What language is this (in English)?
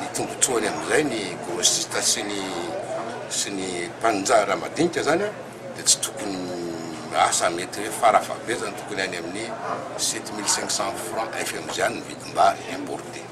Malagasy